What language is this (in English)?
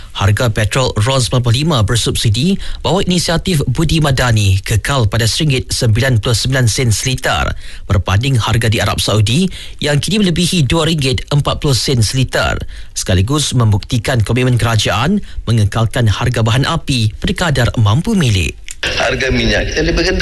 Malay